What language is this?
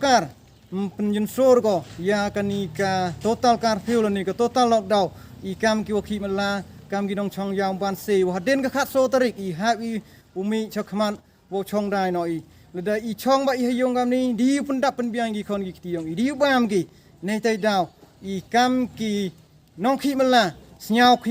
Khasi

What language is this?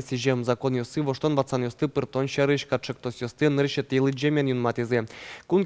Udmurt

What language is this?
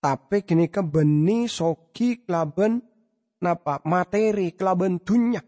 Madurese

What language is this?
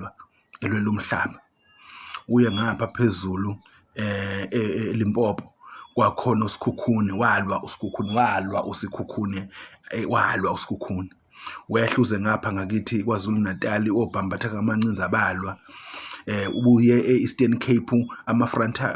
Zulu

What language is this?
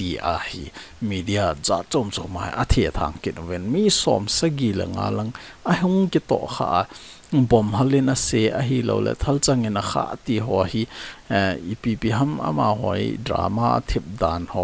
Thado Chin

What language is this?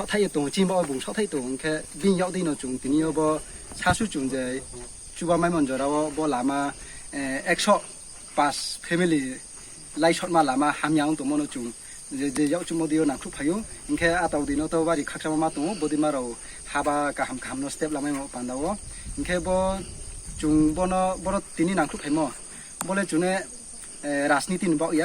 Riang (India)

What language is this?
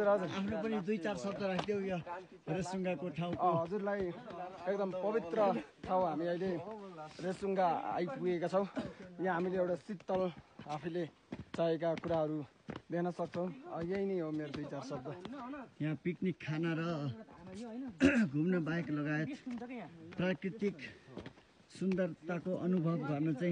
Nepali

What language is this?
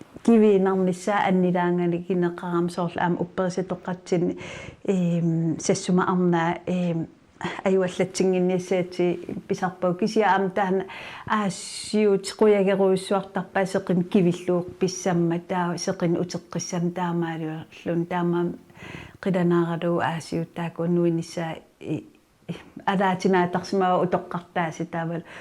Kalaallisut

